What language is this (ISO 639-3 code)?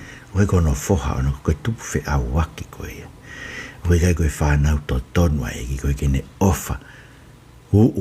ton